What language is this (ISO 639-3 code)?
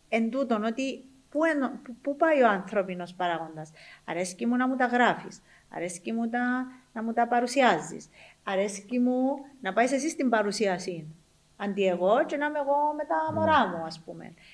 ell